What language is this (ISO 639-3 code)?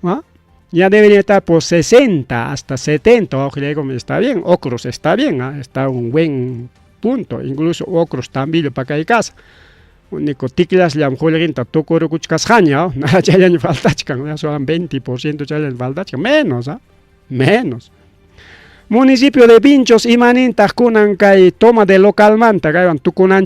quy